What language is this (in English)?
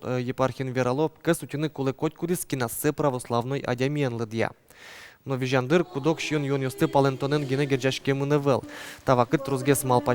Udmurt